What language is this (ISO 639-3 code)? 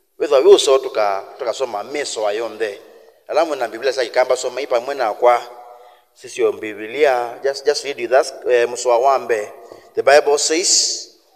kam